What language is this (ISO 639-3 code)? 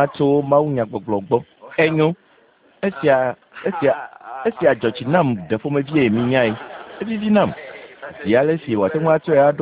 ewe